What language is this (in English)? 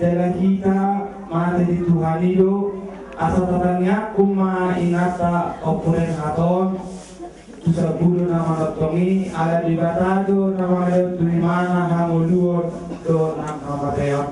Batak Toba